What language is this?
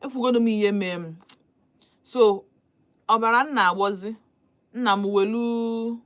Igbo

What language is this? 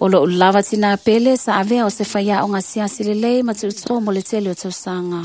Samoan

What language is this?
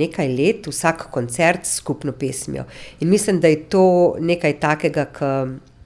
Slovenian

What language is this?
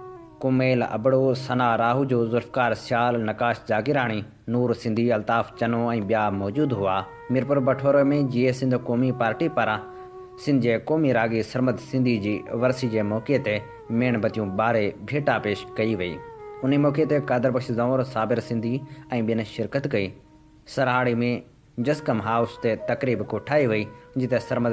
Sindhi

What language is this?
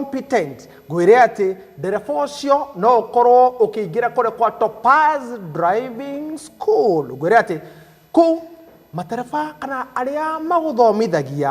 Kikuyu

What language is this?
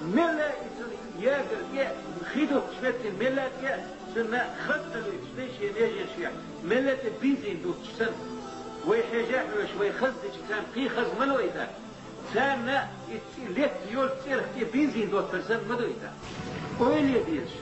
Chechen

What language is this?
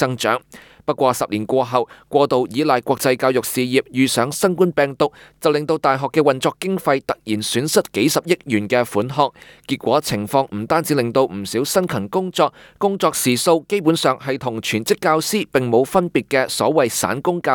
Cantonese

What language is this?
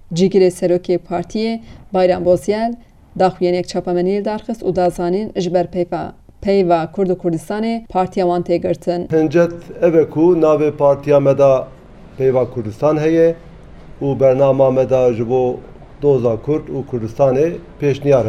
Kurdish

